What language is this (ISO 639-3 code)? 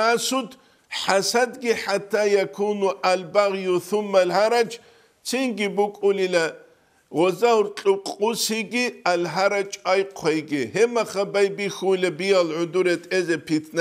ava